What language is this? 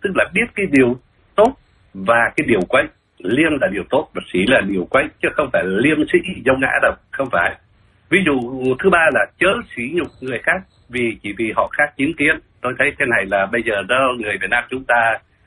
Vietnamese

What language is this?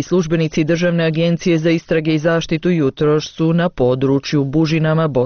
Bosnian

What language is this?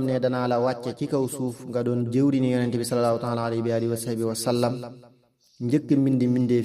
Wolof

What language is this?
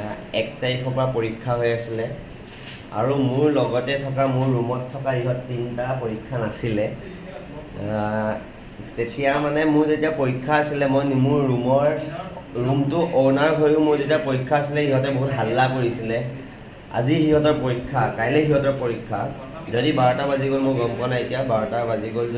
Assamese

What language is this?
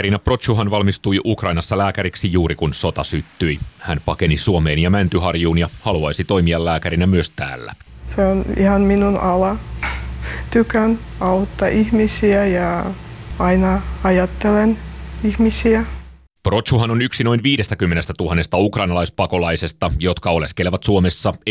Finnish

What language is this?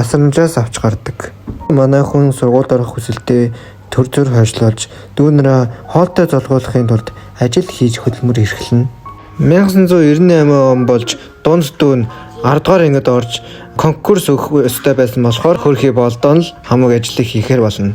Mongolian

